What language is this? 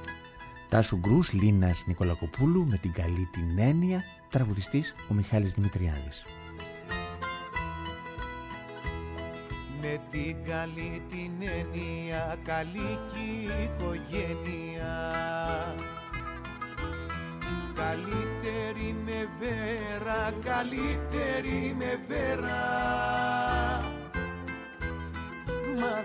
Greek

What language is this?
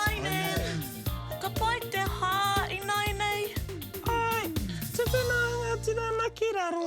Māori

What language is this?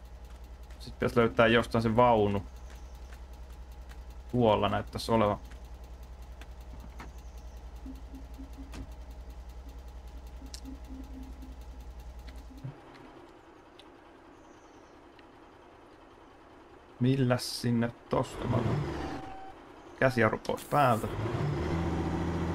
Finnish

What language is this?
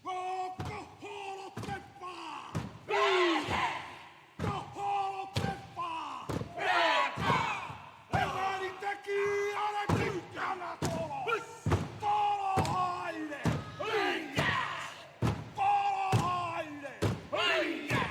Māori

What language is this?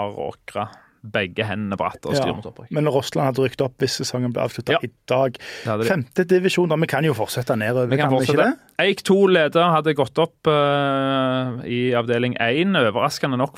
Norwegian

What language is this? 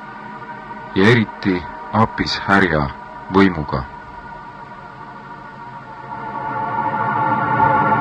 Estonian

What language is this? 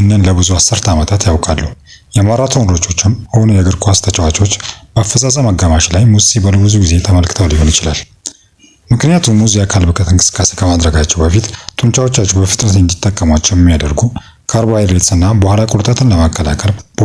Amharic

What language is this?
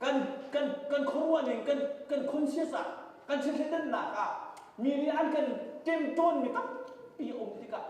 Hakha Chin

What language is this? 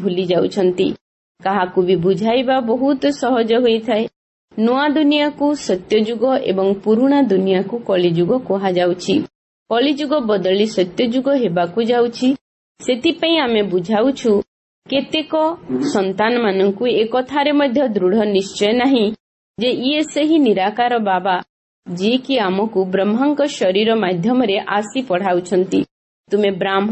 Odia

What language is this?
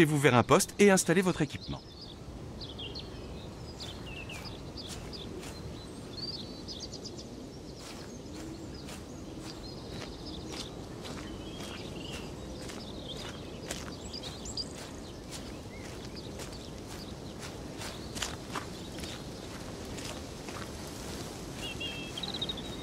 French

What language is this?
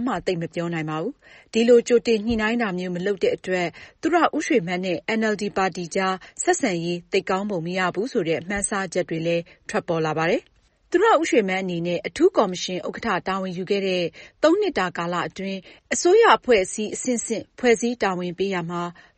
Burmese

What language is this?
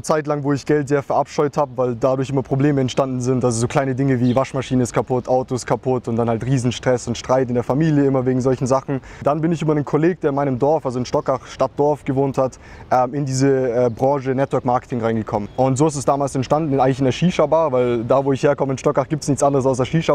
Swiss German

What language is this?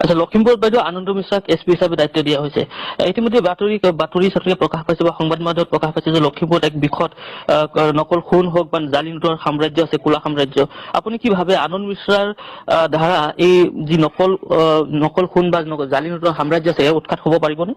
Assamese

